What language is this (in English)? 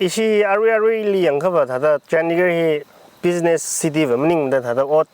Tangkhul Naga (India)